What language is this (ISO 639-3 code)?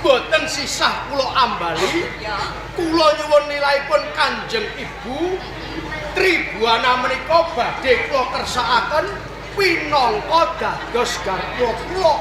jav